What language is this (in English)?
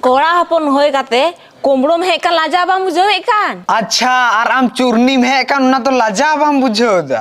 Santali